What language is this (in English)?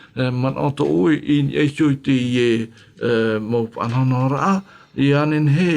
Tahitian